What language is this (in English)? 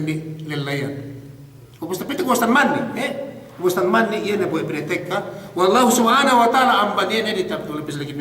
Yakan